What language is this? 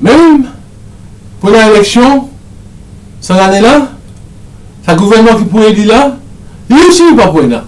Morisyen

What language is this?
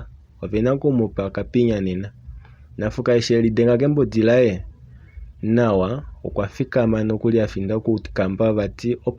Kuanyama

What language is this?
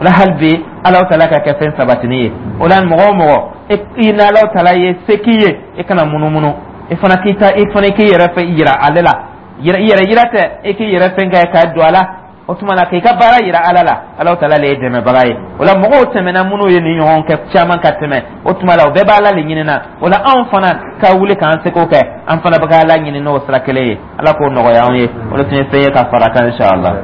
Dyula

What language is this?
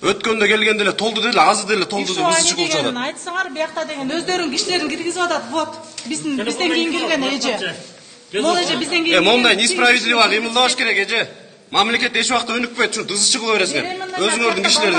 Kyrgyz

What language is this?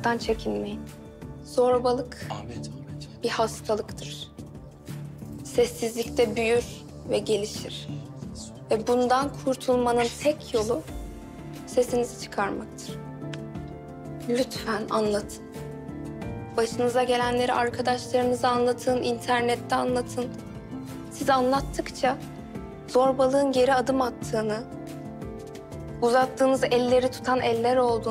Turkish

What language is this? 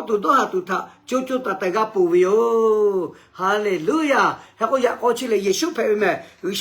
Lahu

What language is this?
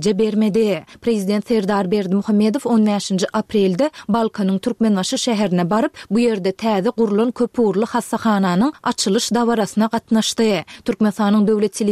Turkmen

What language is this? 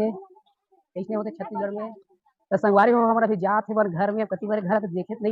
Chhattisgarhi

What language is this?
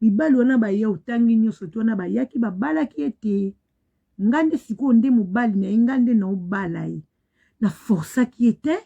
Lingala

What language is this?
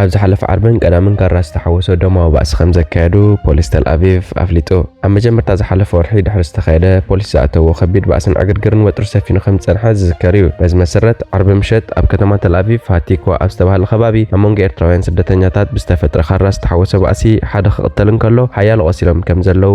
Tigrinya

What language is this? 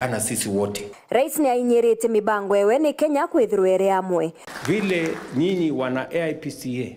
Meru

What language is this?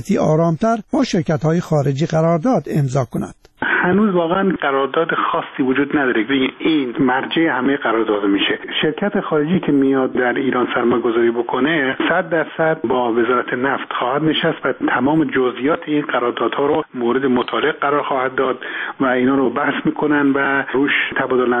Persian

